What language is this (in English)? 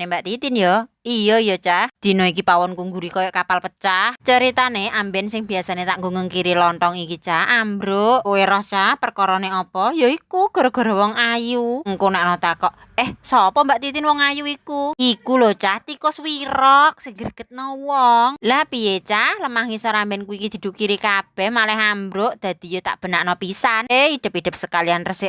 Javanese